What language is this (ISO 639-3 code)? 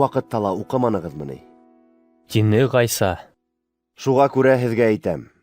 bak